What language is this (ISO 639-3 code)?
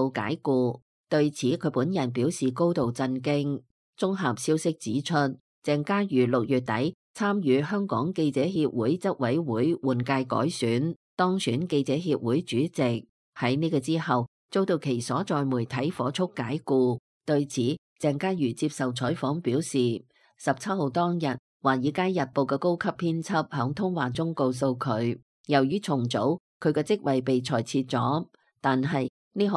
yue